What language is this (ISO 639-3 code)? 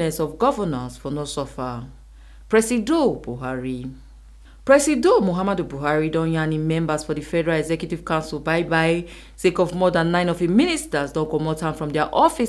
pcm